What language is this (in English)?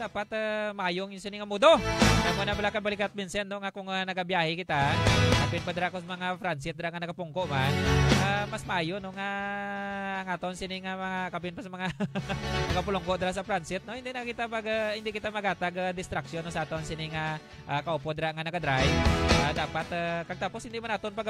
Hiligaynon